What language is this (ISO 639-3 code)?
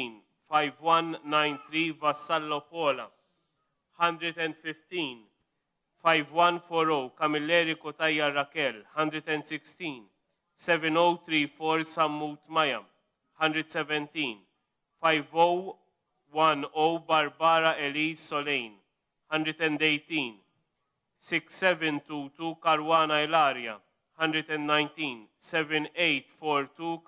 mlt